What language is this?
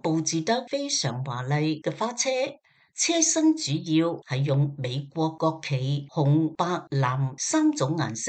Cantonese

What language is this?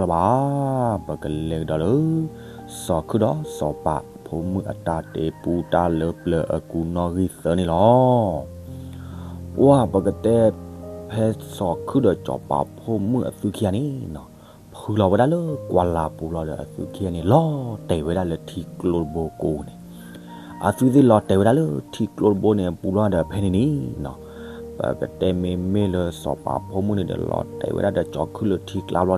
S'gaw Karen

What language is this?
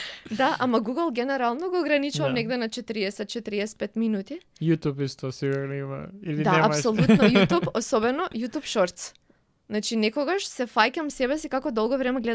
Macedonian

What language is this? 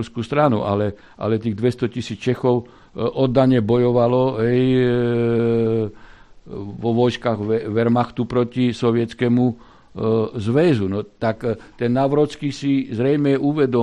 Slovak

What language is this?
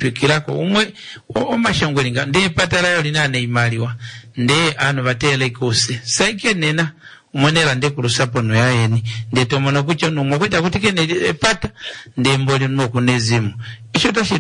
Kuanyama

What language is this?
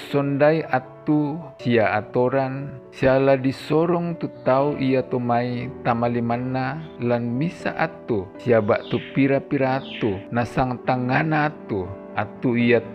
Toraja-Sa'dan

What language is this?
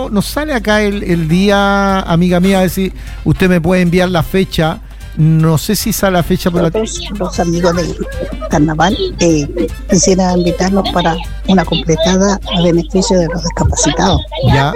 Spanish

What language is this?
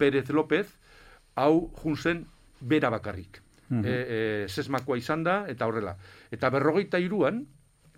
Basque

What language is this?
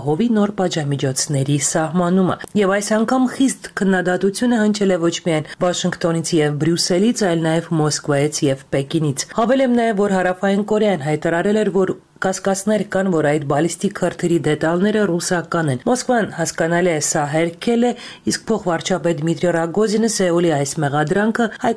Armenian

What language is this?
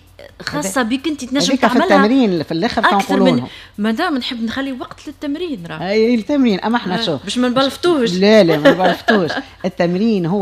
Tunisian Arabic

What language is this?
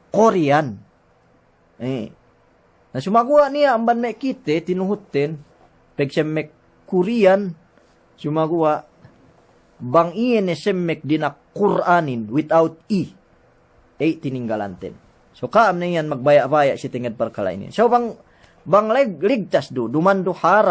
Yakan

